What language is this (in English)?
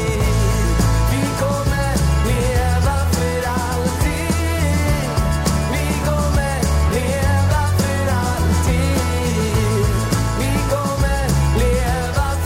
Swedish